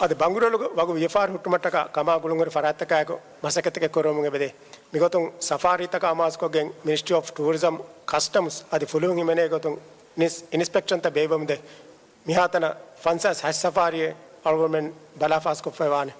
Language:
Divehi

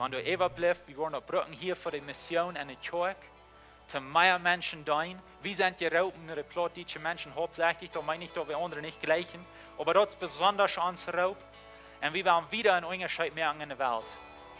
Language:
Plautdietsch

